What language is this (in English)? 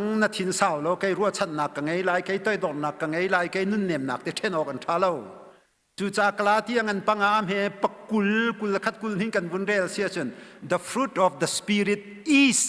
Hakha Chin